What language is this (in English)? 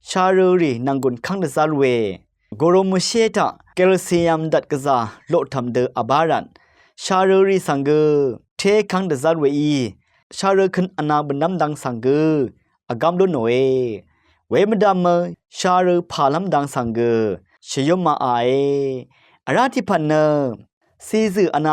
Rawang